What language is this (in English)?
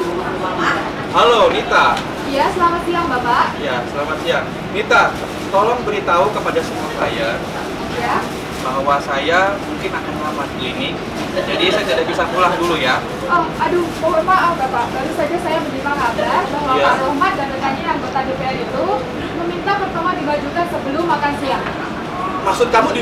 Indonesian